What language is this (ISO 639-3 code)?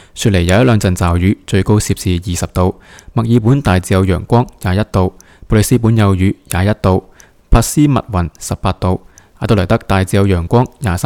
yue